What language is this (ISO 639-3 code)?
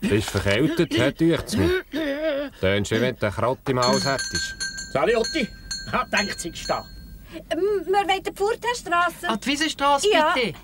gsw